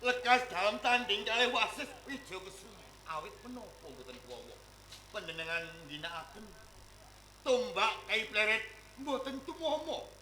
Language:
Javanese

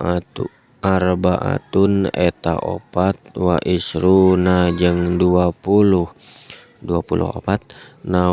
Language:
Sundanese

